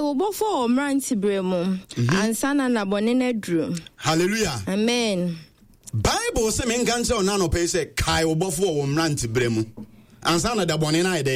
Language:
Akan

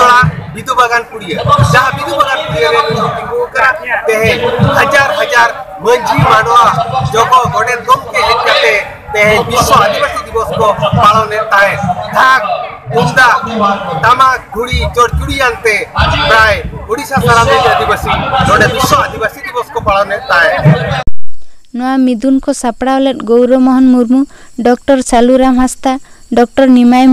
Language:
Santali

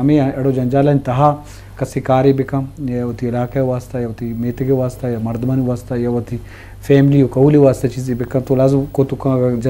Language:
Eastern Balochi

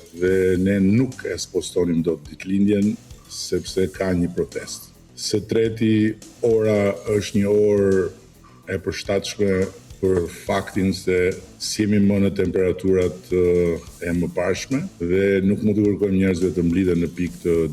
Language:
Albanian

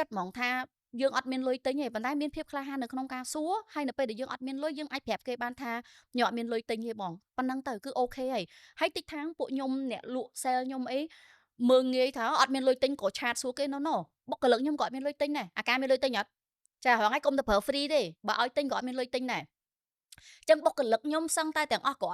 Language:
Khmer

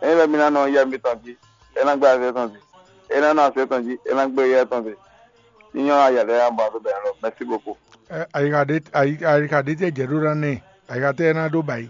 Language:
Fon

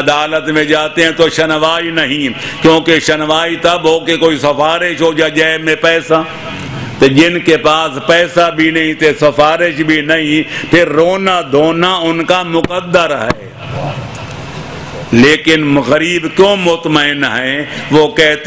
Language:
Urdu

